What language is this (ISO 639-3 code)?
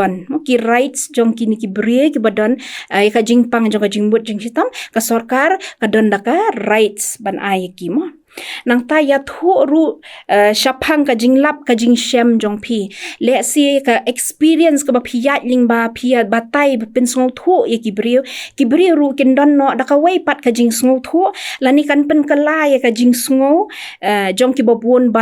kha